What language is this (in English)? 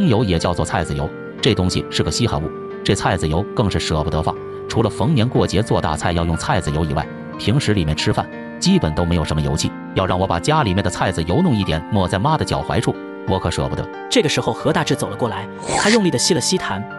Chinese